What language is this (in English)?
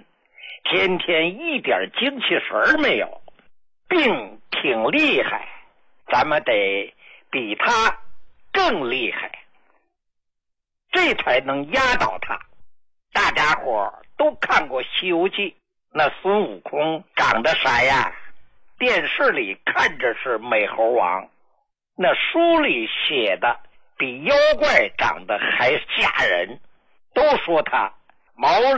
Chinese